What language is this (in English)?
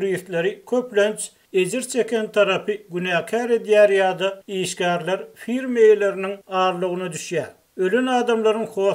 Turkmen